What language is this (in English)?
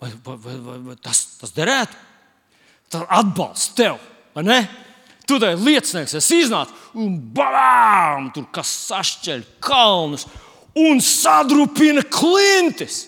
Latvian